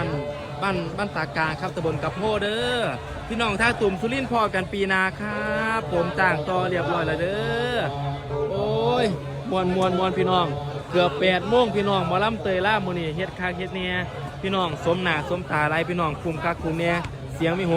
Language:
Northeastern Thai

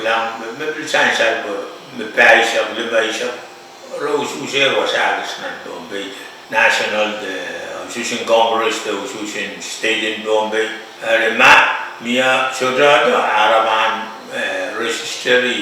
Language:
Pohnpeian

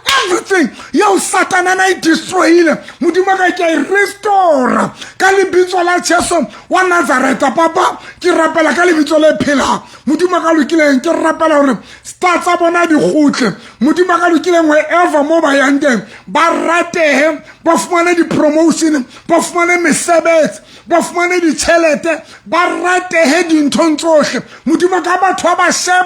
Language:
Southern Sotho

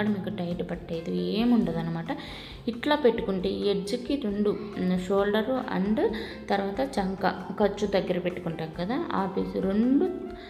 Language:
Telugu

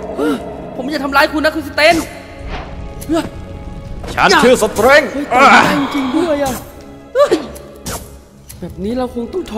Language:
Thai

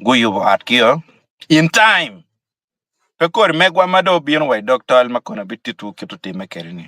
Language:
Acoli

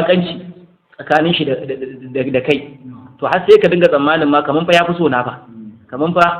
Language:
Hausa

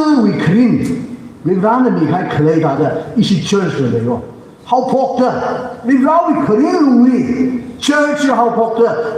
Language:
Tangkhul Naga (India)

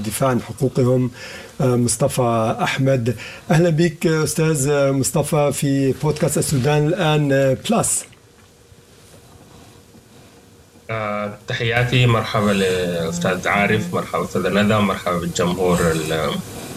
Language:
Sudanese Arabic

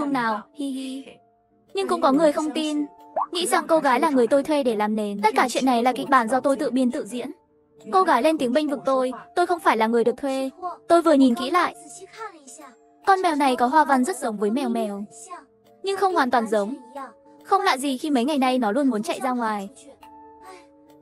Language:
Vietnamese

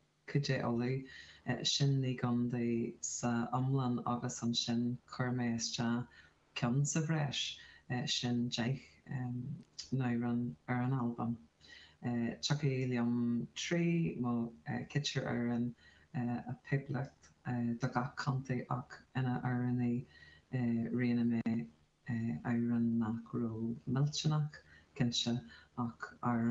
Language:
Irish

